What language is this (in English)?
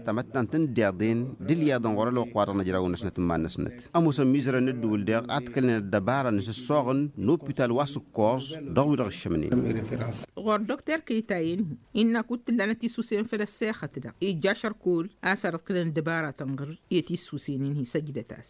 Tamasheq